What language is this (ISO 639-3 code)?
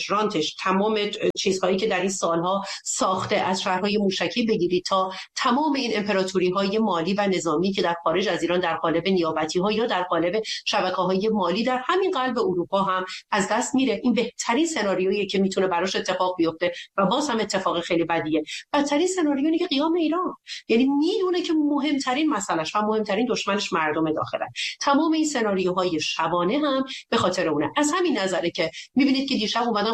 fas